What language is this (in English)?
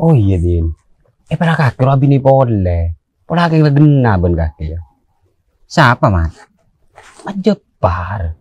Madurese